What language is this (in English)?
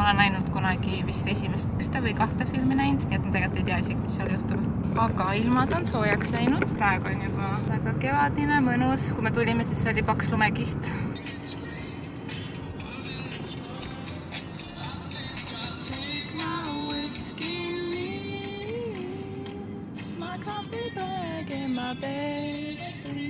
Estonian